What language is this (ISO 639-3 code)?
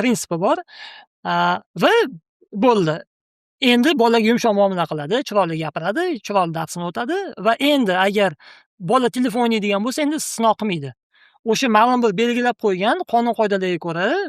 uzb